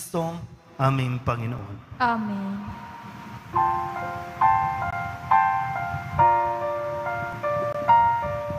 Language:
Filipino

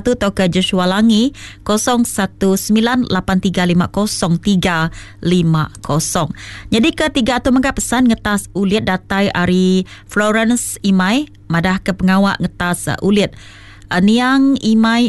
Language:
Iban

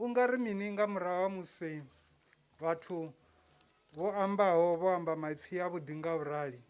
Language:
Venda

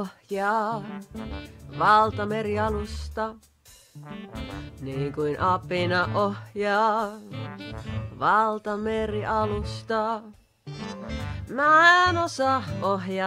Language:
Finnish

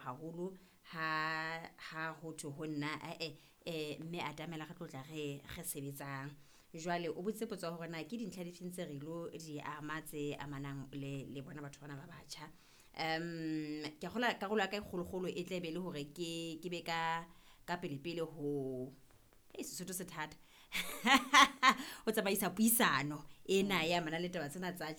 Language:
Southern Sotho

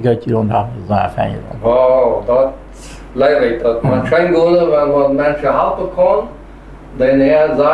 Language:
Plautdietsch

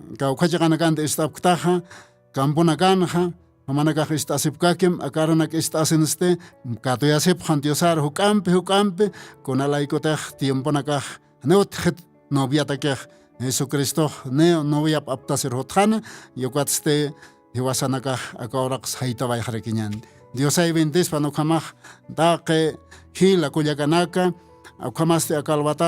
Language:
Aymara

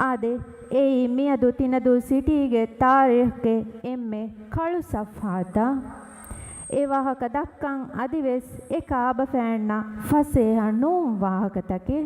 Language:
Divehi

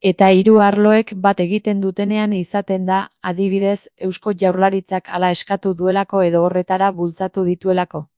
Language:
Basque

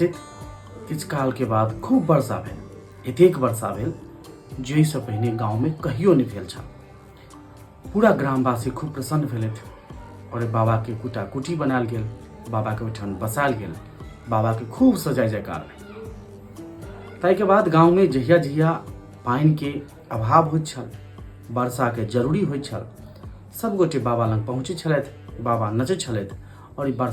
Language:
Maithili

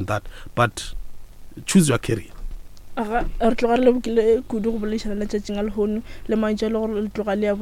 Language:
Northern Sotho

